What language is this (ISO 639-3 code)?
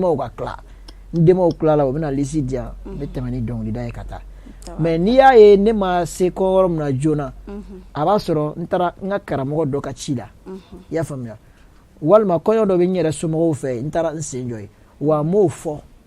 bam